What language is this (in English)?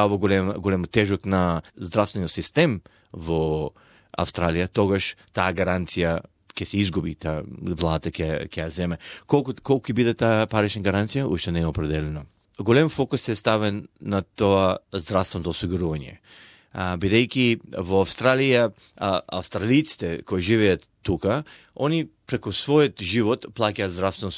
Macedonian